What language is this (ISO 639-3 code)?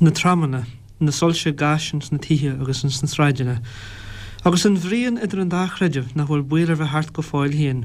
gle